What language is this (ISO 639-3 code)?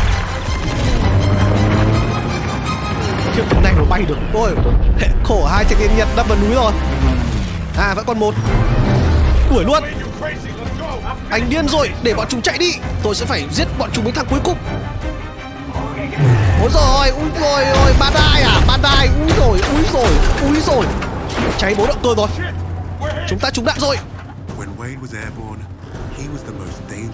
vie